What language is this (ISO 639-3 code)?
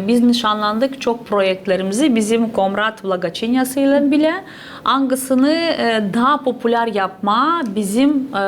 gag